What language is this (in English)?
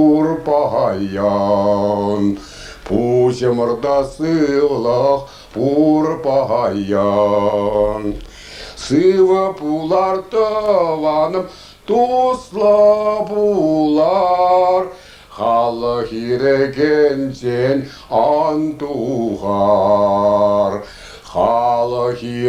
Chuvash